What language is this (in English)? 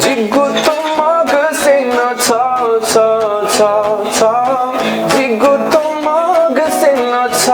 Newari